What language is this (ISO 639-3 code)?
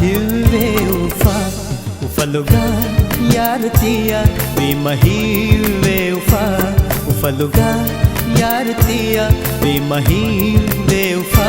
div